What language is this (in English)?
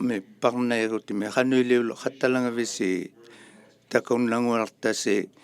Inuktitut